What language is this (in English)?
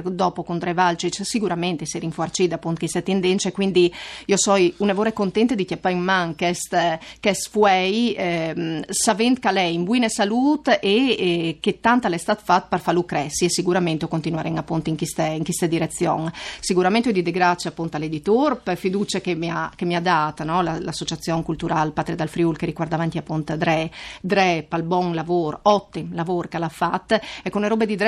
Friulian